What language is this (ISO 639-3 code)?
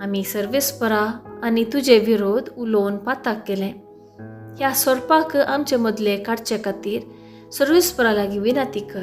kok